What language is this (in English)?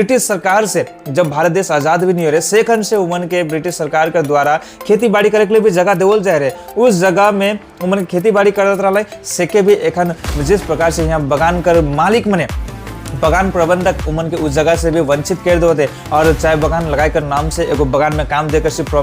Sadri